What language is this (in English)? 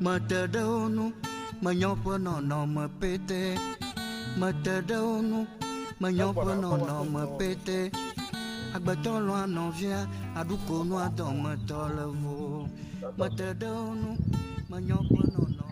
Ewe